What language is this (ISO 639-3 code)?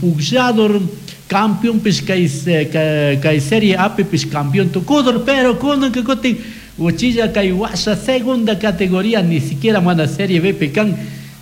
qug